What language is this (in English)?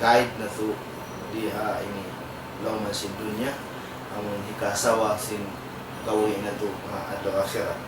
Tausug